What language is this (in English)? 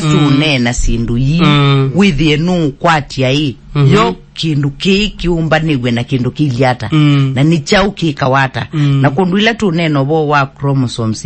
Kamba